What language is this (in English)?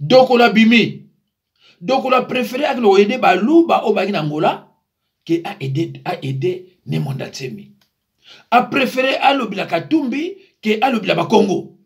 Lingala